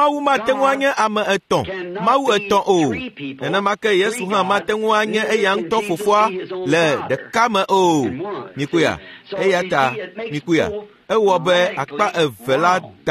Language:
Ewe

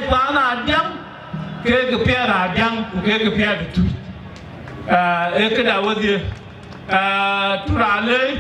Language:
Dinka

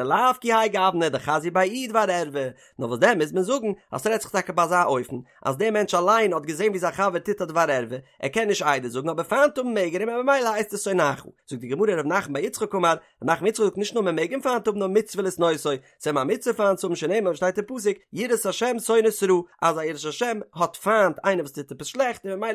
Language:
Yiddish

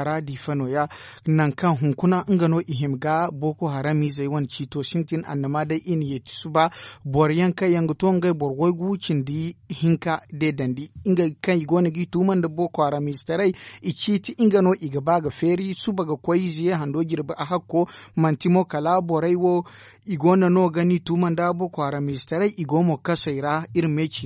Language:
Zarma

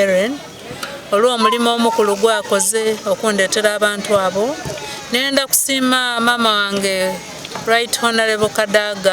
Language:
Soga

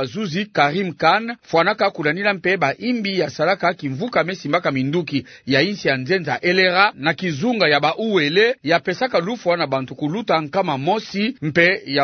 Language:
Kituba (Democratic Republic of Congo)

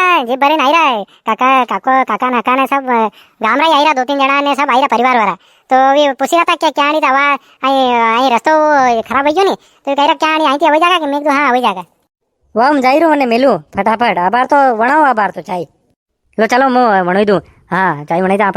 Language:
Rajasthani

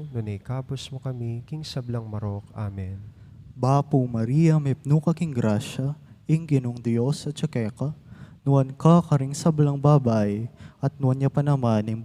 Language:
Pampanga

